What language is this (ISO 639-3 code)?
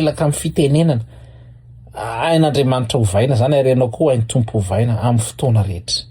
mlg